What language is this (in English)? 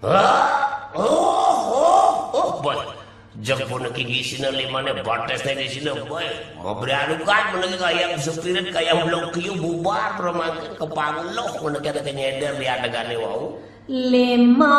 Balinese